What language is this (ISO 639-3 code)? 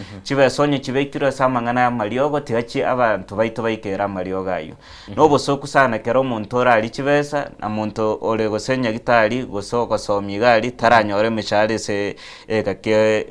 guz